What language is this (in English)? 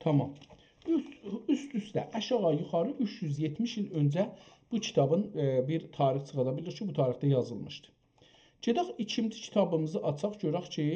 South Azerbaijani